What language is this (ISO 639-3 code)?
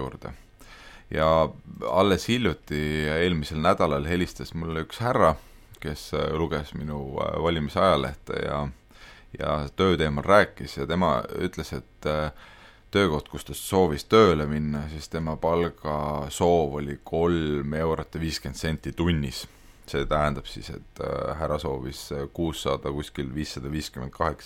est